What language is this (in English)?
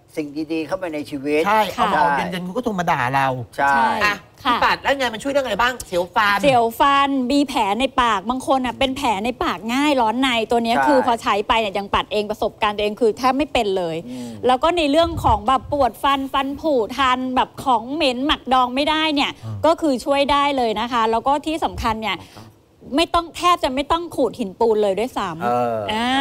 Thai